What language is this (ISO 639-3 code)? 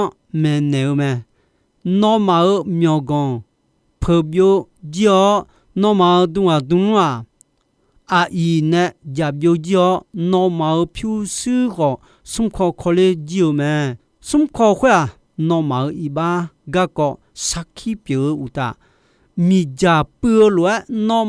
ahk